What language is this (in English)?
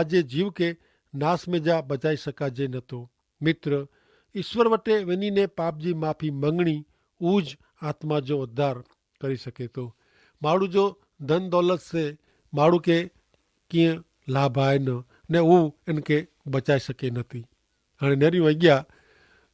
Kachhi